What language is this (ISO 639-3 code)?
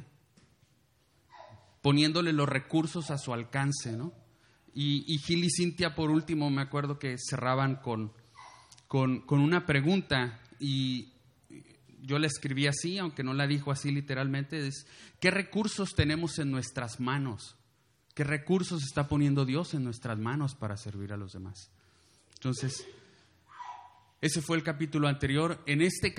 spa